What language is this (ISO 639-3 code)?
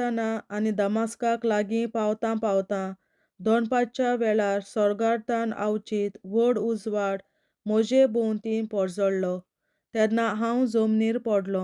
kok